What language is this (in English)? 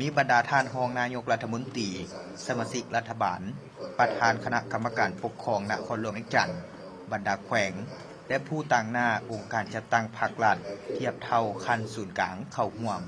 Lao